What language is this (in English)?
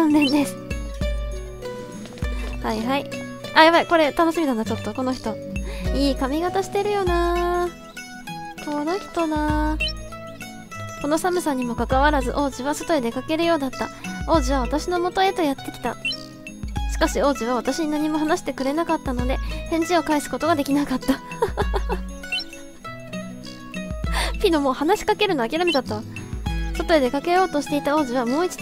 Japanese